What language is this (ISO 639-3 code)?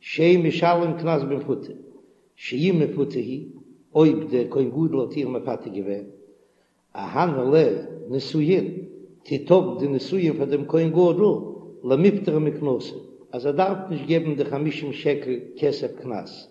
yid